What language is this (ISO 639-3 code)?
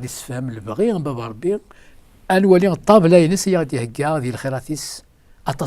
kab